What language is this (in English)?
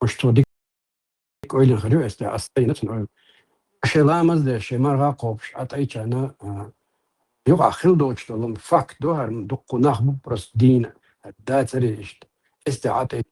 Chechen